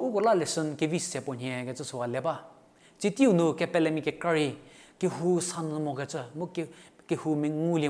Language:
Angami Naga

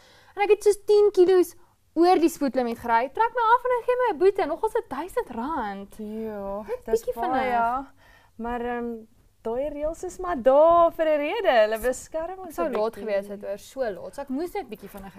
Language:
Afrikaans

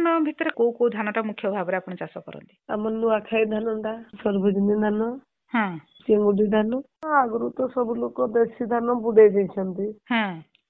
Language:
Odia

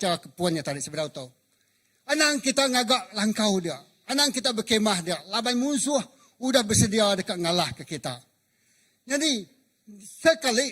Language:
Iban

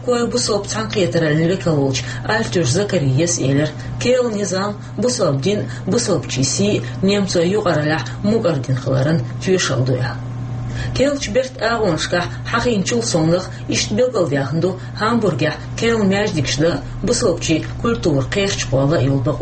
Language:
Chechen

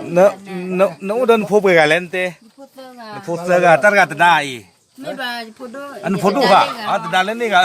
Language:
S'gaw Karen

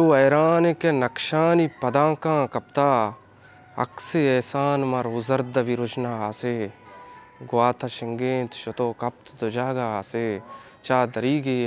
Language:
Eastern Balochi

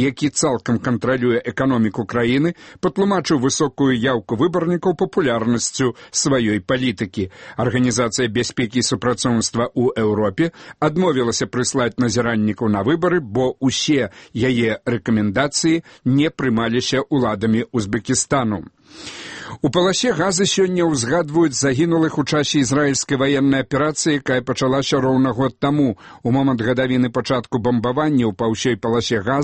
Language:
Belarusian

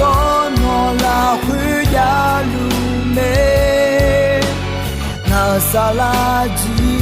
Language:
Akha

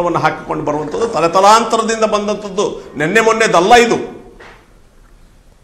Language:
Kannada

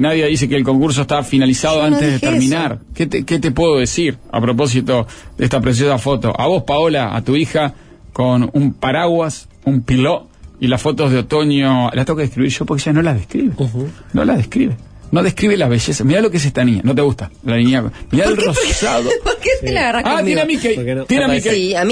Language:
Spanish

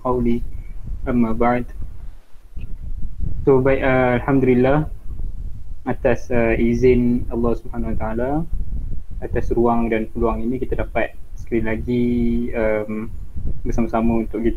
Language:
Malay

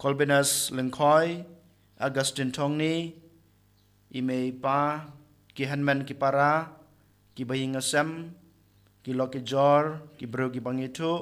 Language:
Khasi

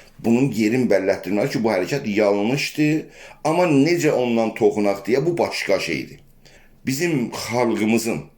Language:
South Azerbaijani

